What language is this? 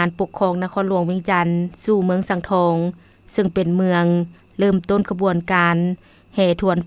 Lao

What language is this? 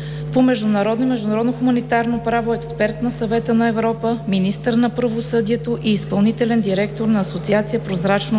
Bulgarian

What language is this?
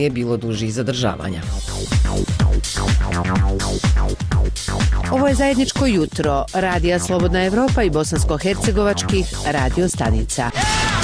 Bosnian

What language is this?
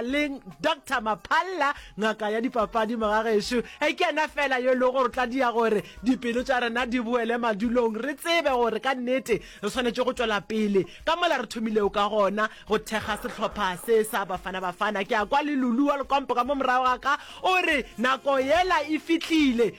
Northern Sotho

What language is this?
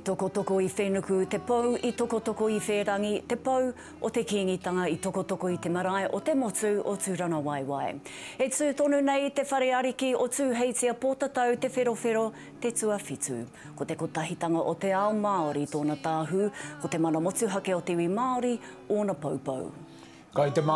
Māori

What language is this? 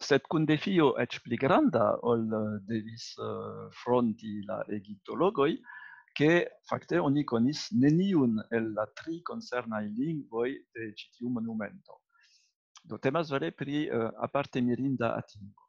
Esperanto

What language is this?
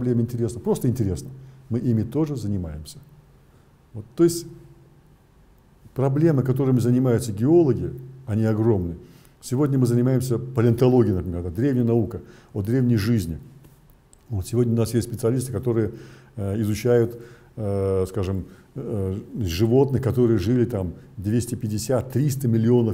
Russian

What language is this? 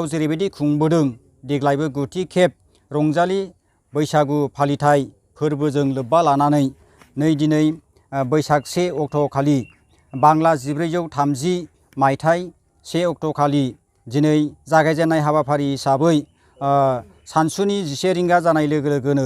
Bodo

